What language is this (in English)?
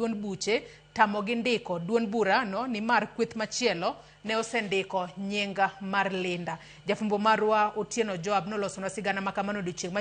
Luo (Kenya and Tanzania)